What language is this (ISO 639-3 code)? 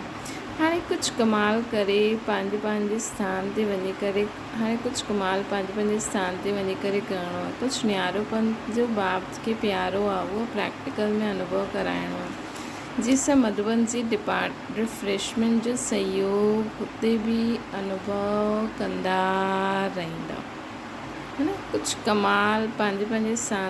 snd